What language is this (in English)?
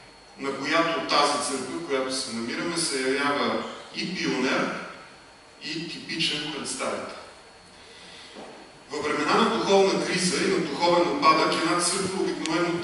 Bulgarian